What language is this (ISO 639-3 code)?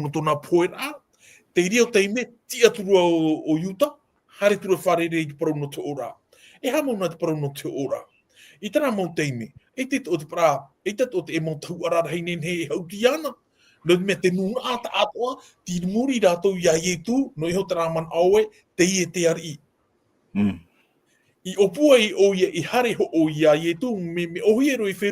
tah